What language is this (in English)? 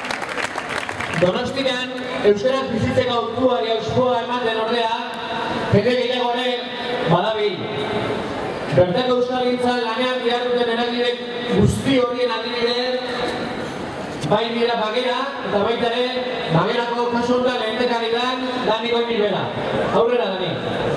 Basque